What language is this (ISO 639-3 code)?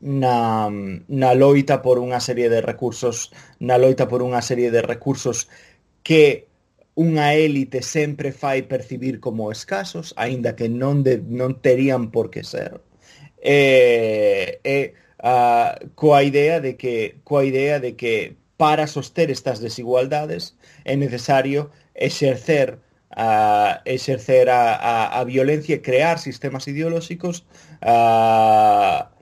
glg